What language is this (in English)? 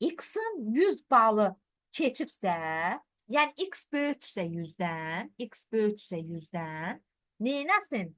Azerbaijani